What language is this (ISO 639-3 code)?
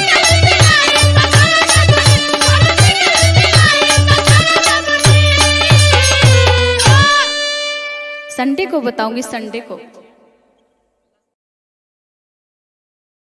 bho